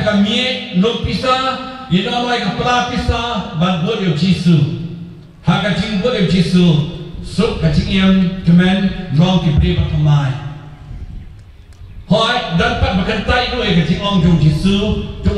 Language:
Khasi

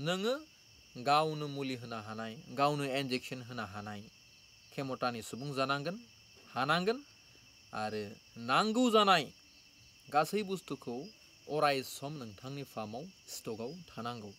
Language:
Bodo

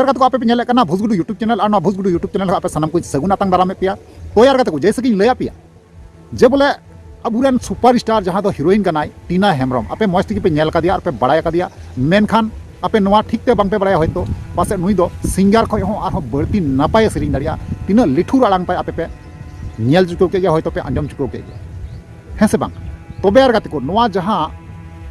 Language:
Santali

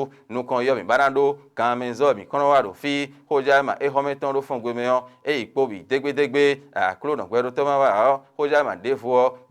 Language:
Fon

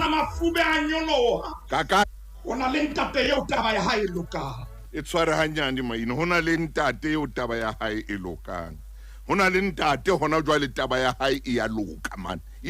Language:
Southern Sotho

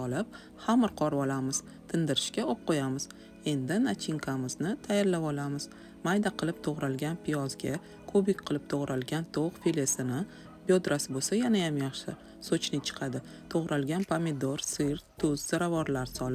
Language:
Uzbek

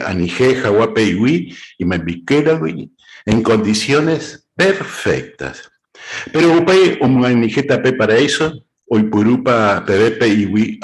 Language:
Guarani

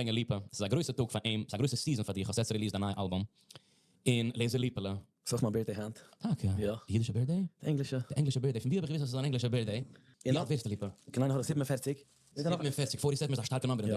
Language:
Yiddish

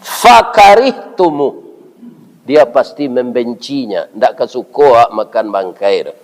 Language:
Minangkabau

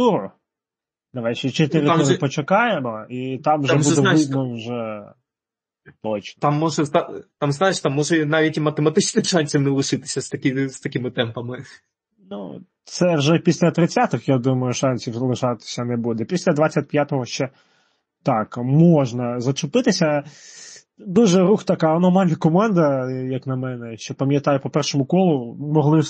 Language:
Ukrainian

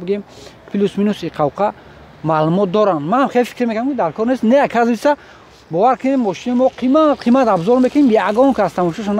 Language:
Tajik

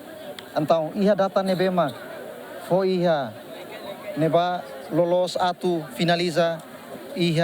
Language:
Tetum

